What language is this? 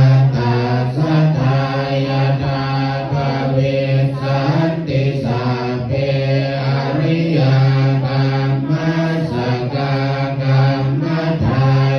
Pali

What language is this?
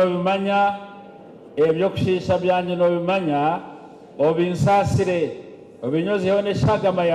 Nyankole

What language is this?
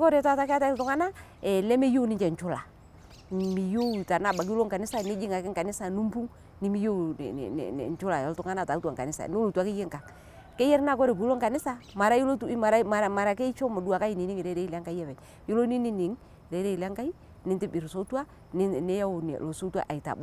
Masai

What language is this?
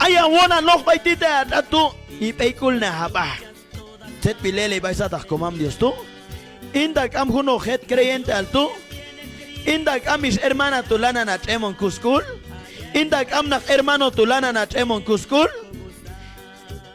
Q'anjob'al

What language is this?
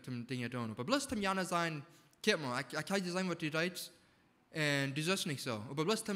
Plautdietsch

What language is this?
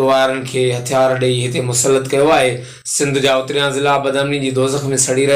Sindhi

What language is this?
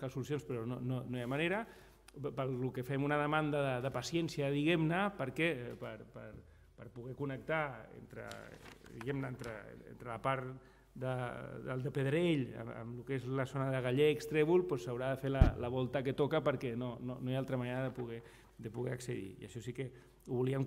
Catalan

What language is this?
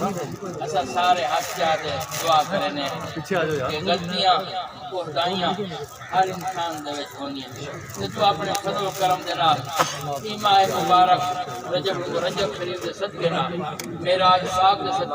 Saraiki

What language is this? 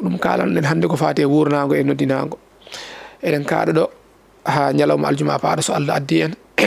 Fula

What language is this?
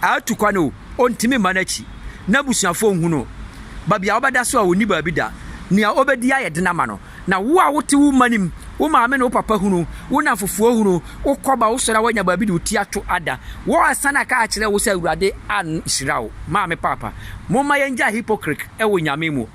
Akan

